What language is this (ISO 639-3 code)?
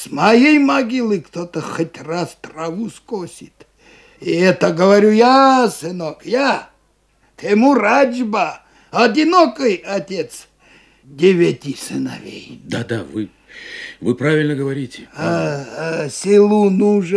rus